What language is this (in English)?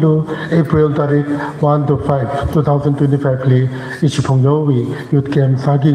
Tangkhul Naga (India)